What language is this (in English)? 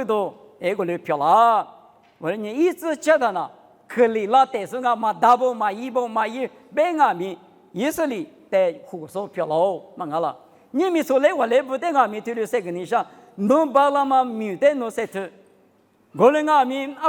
Lisu